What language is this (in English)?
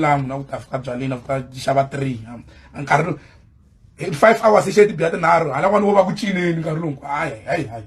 Tsonga